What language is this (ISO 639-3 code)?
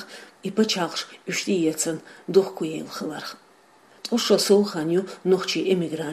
che